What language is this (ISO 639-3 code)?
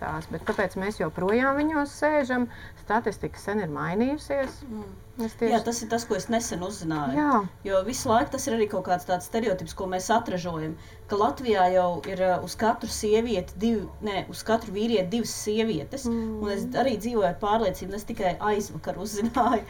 lav